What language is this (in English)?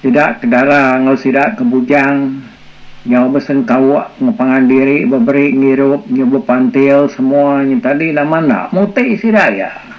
Iban